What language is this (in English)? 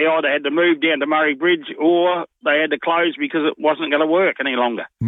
English